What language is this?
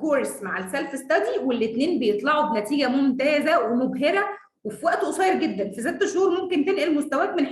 Egyptian Arabic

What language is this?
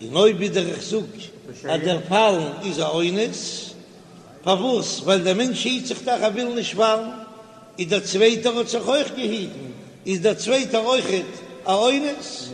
Yiddish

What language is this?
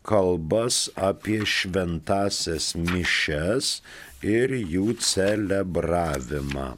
Lithuanian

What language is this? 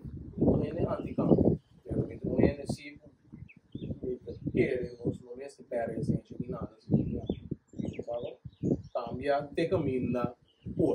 Papiamento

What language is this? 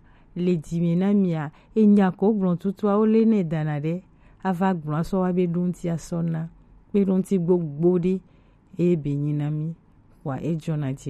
Gen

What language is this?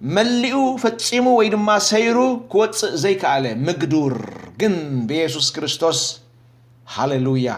Tigrinya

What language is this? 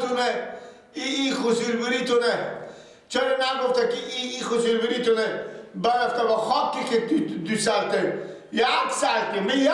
Persian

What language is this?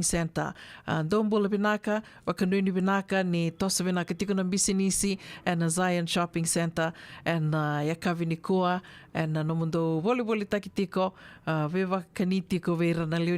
Fijian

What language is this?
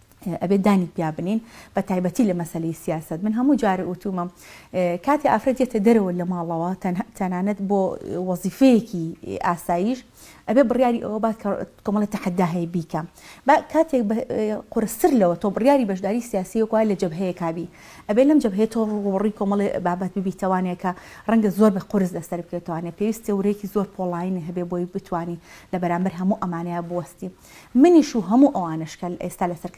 Central Kurdish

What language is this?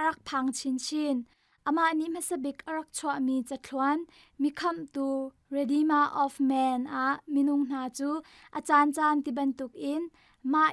Hakha Chin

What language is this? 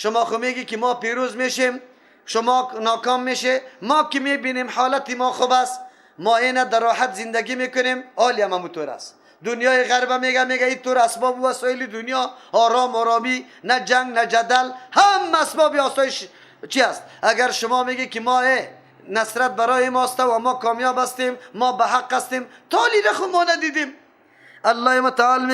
Persian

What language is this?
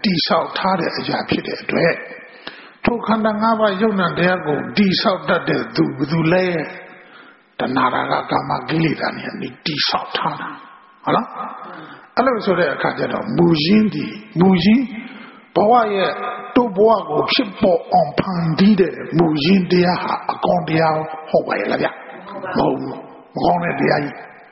Burmese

